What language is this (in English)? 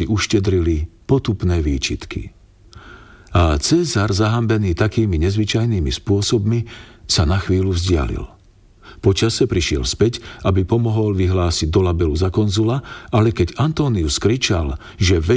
Slovak